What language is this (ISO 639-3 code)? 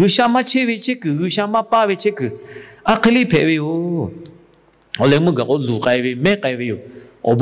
lhu